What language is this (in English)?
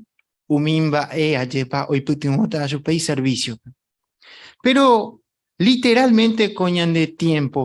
Guarani